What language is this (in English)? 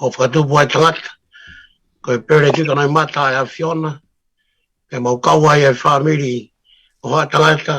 Tongan